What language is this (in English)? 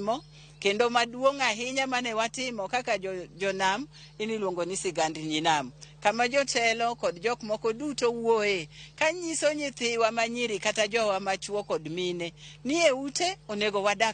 Luo (Kenya and Tanzania)